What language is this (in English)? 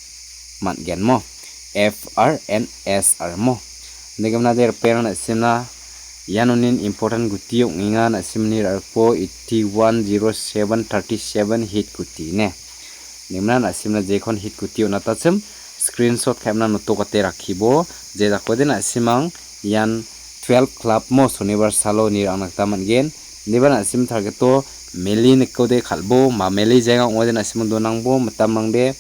Garo